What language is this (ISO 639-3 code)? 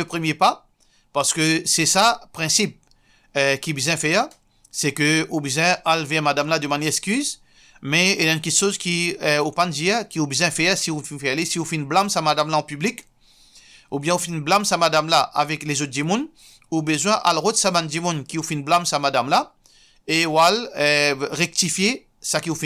mfe